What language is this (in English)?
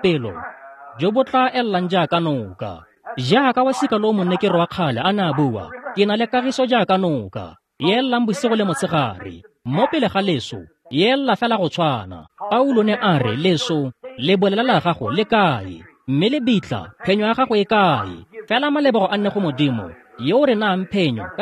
Tswana